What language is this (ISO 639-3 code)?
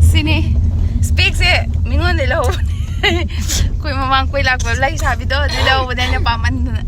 mni